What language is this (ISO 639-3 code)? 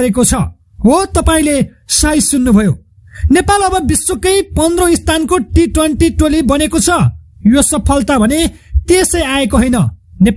nep